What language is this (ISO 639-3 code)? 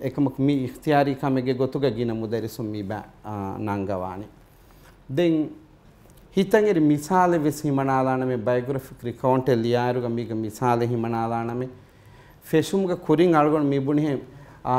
div